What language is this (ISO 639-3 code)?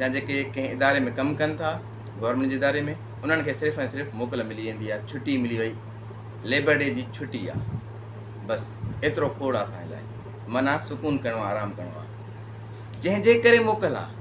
snd